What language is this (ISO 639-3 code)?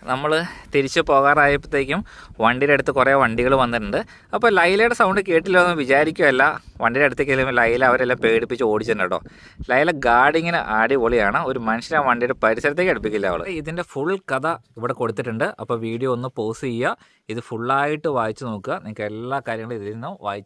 mal